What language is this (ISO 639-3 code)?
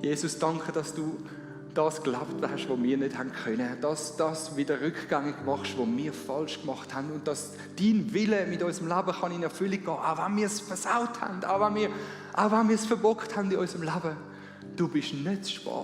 gsw